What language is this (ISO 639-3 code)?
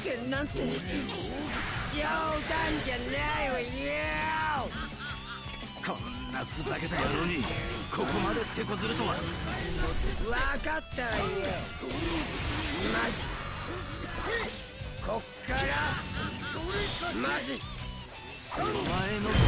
jpn